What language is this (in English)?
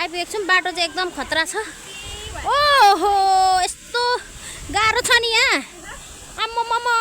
Nepali